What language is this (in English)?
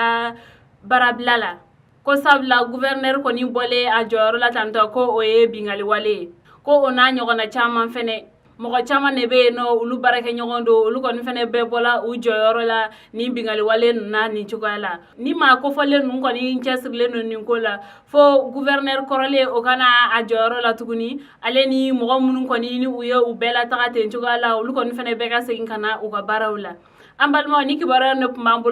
Bambara